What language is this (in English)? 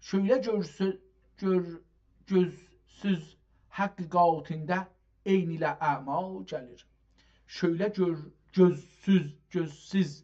South Azerbaijani